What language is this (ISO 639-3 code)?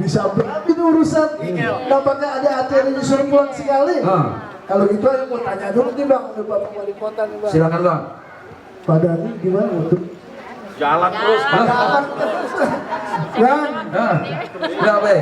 bew